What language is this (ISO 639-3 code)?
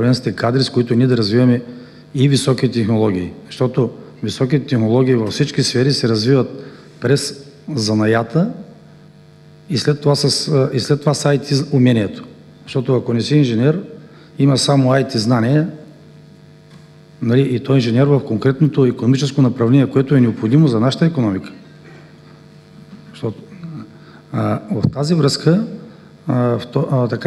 bul